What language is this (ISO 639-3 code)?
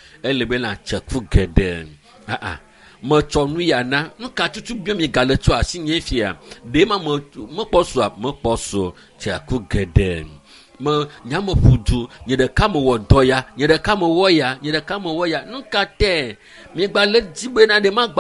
ewe